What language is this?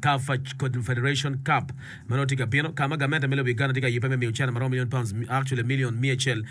Acoli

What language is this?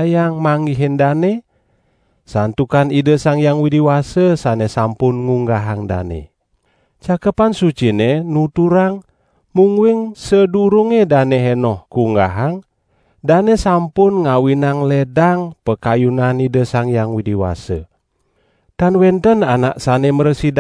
Balinese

